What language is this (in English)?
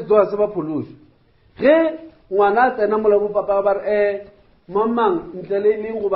Northern Sotho